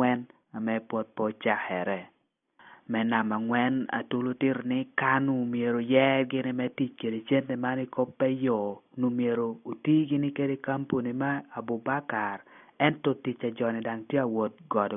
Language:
Lango (Uganda)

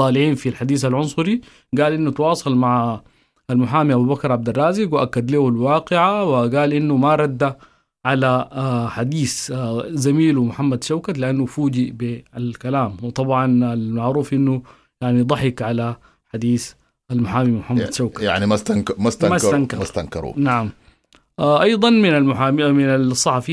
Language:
Sudanese Arabic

